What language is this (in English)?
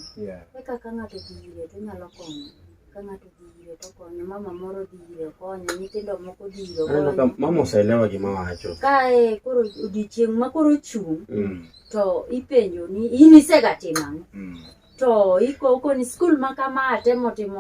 Luo (Kenya and Tanzania)